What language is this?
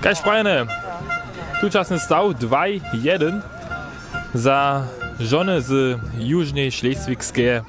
Upper Sorbian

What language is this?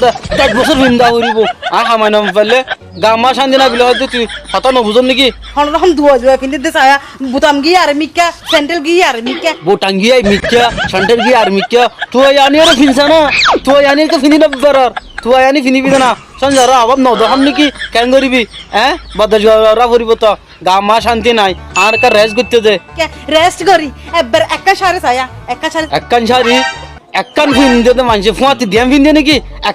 Rohingya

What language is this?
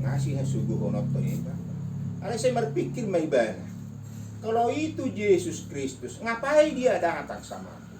Batak Toba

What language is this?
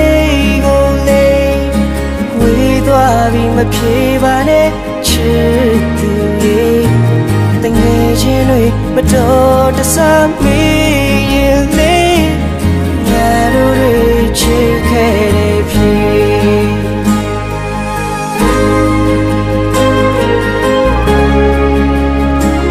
Burmese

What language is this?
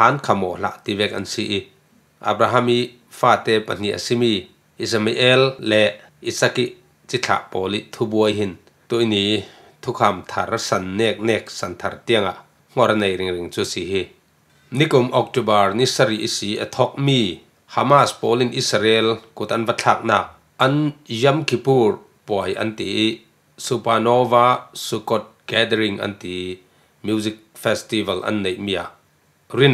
Falam Chin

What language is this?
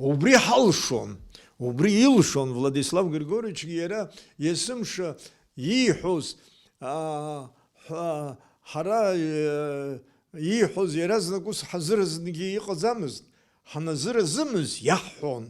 Abkhazian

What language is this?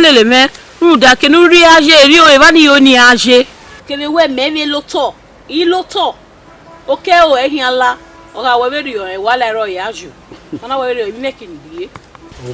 Bini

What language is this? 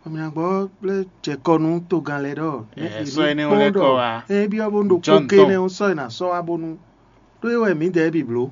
Fon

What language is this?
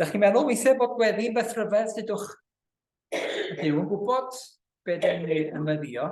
Welsh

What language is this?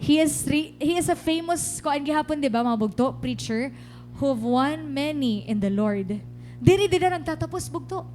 Waray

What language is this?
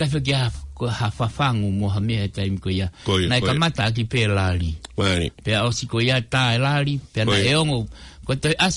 Tongan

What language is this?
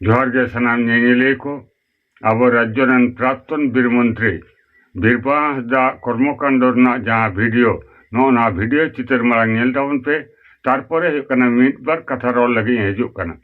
Santali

